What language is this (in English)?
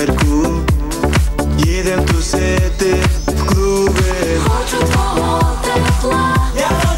Ukrainian